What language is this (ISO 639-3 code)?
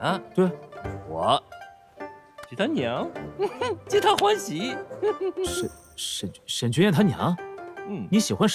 zho